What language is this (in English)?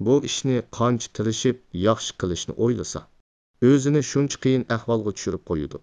Uyghur